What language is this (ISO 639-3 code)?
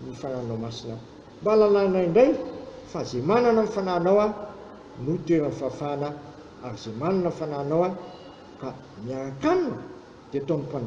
mlg